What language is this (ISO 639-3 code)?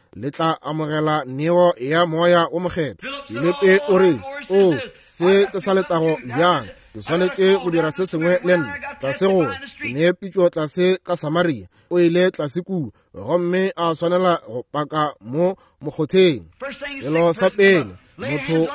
nso